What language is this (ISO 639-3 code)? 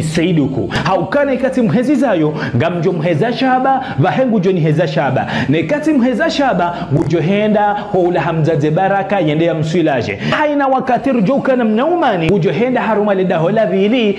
zdj